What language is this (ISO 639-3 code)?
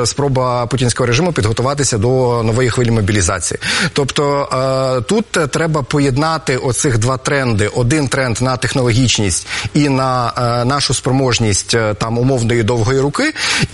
ukr